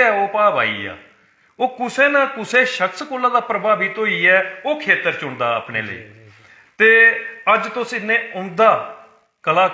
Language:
Dogri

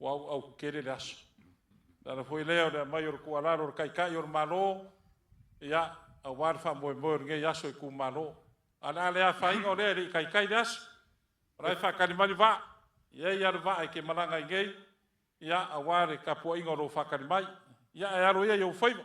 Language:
Samoan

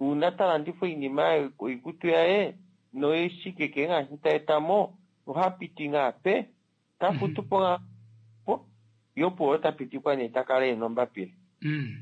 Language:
Kuanyama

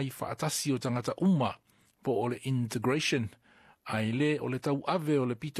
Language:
Samoan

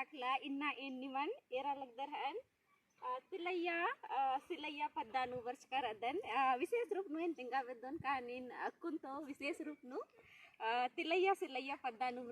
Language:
Kurukh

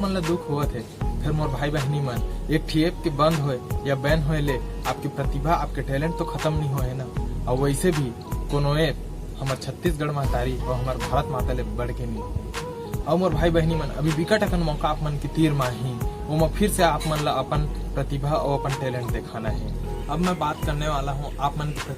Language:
Chhattisgarhi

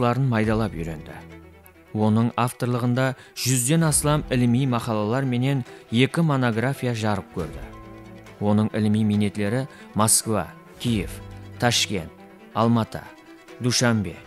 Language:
Kara-Kalpak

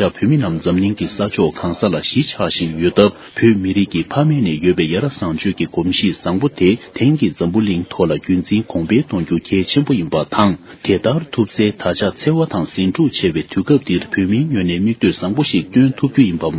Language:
Tibetan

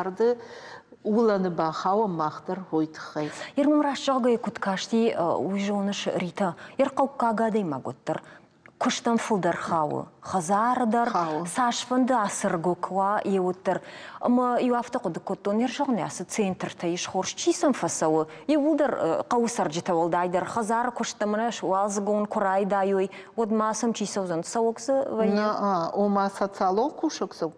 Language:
Ossetic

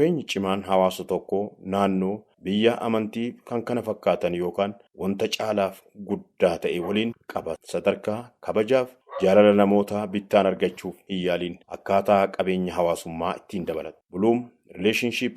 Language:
Oromo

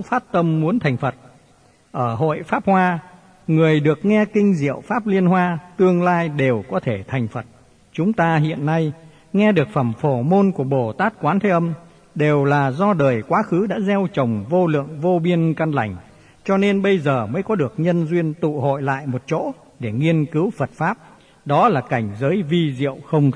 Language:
Vietnamese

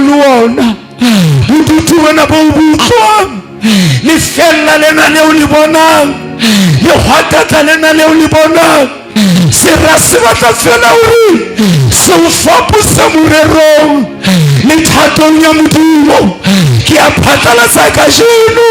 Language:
Southern Sotho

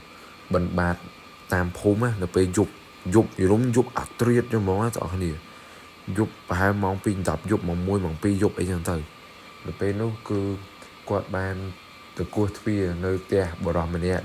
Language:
Khmer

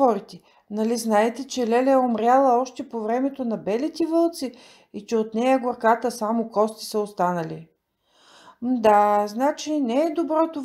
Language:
Bulgarian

